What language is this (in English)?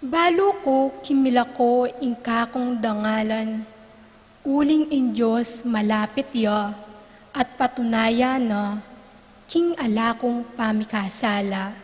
Pampanga